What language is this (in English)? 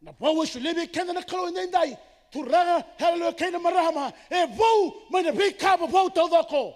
Fijian